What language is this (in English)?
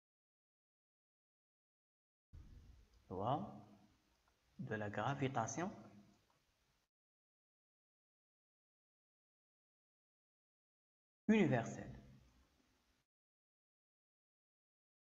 French